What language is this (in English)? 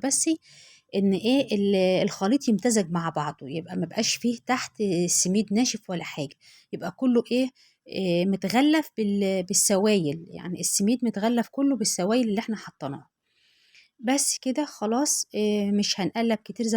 Egyptian Arabic